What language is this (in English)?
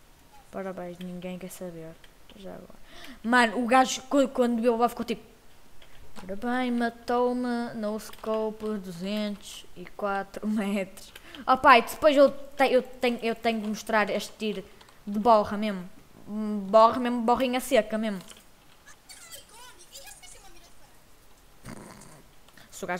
Portuguese